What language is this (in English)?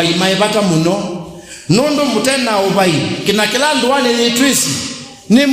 Kamba